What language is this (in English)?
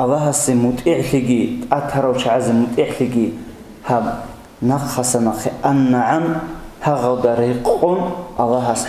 Avaric